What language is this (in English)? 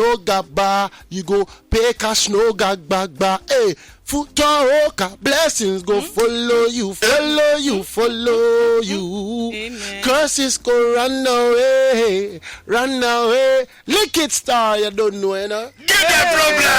Nigerian Pidgin